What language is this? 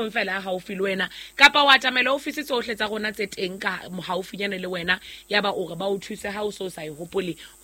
Southern Sotho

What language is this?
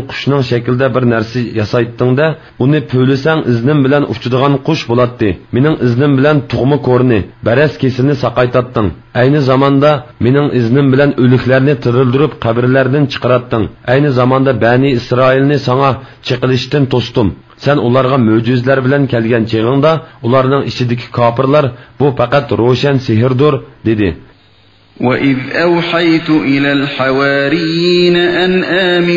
Uyghur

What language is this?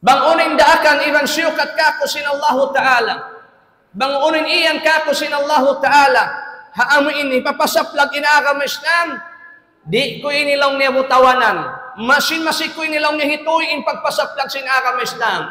Tausug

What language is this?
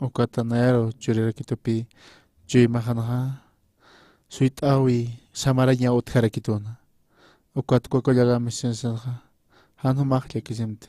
Aymara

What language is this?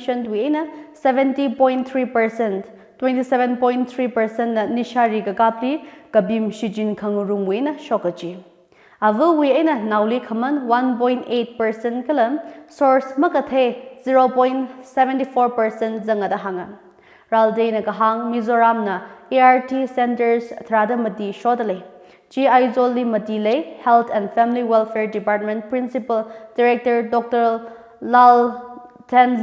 Tangkhul Naga (India)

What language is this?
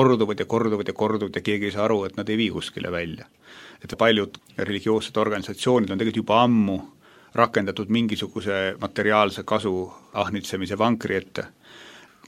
Estonian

